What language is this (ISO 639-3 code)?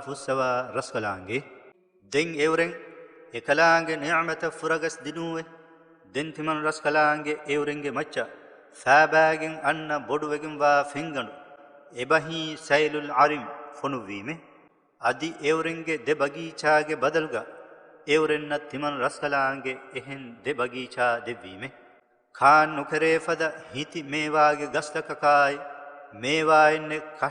div